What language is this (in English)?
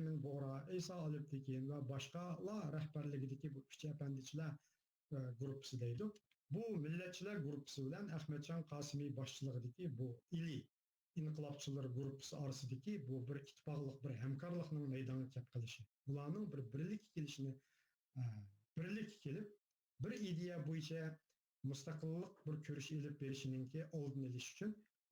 Uyghur